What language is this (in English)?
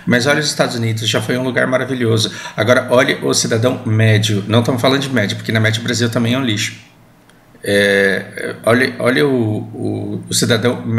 Portuguese